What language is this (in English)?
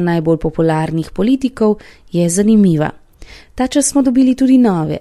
Slovenian